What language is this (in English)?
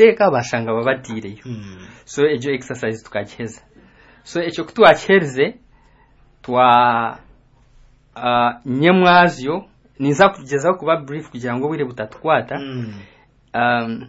Kinyarwanda